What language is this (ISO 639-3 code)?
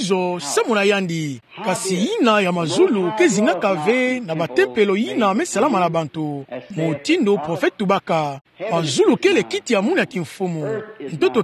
ktu